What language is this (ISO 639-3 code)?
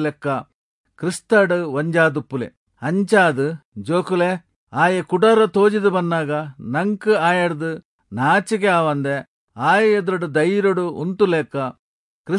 tcy